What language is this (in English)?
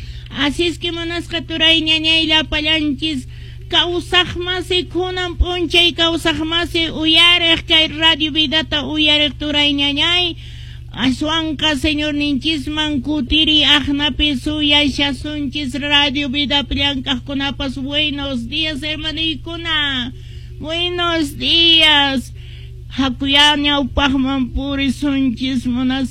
Quechua